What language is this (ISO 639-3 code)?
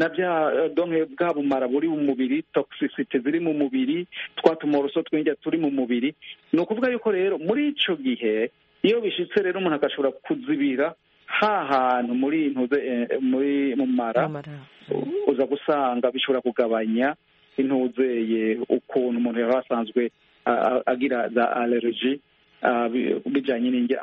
kin